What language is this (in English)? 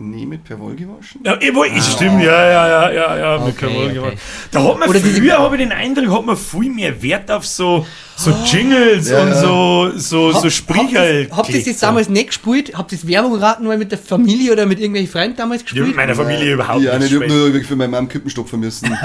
Bavarian